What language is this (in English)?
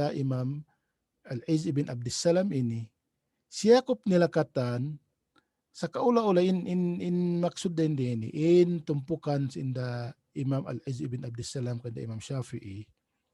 Tausug